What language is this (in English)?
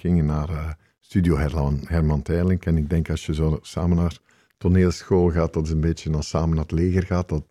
Dutch